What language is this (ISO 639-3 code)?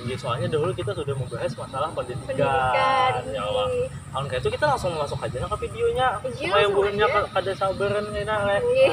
bjn